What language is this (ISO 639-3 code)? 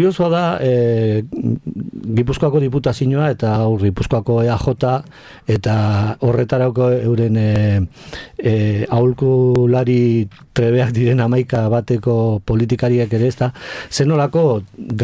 eus